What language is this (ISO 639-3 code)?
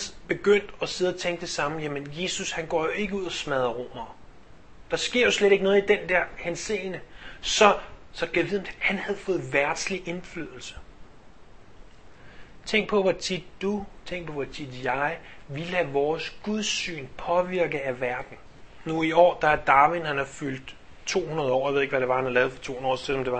dan